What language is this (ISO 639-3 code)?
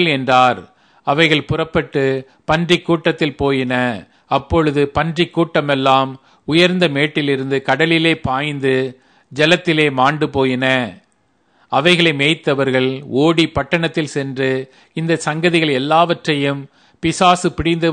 tam